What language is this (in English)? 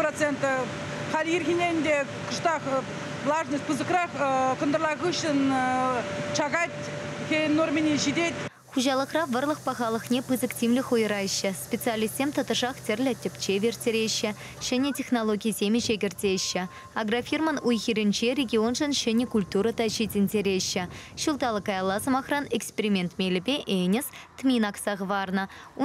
Chuvash